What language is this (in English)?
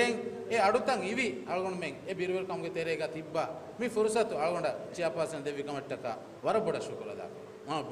Divehi